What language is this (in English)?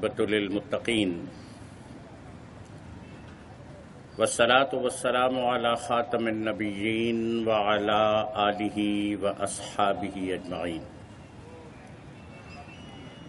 Urdu